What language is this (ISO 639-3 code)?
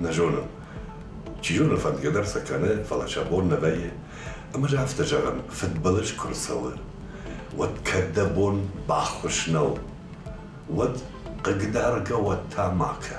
oss